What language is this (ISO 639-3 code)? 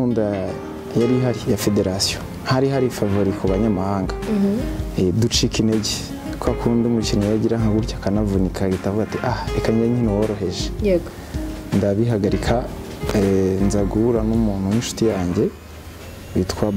kin